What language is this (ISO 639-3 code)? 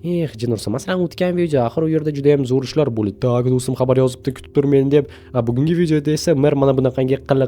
uzb